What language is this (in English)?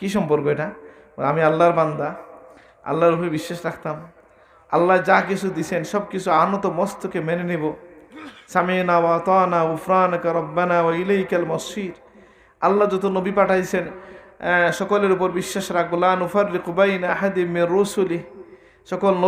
Sylheti